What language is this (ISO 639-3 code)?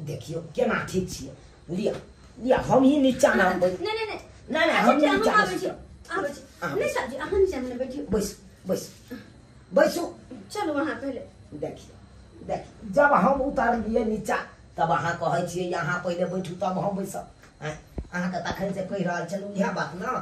mai